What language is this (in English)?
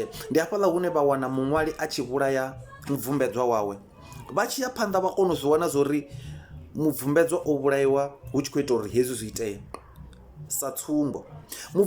Venda